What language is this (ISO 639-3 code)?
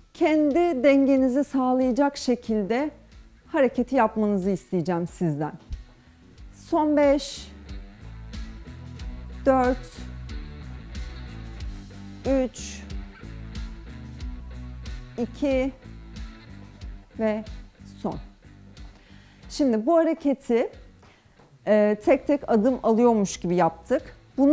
tur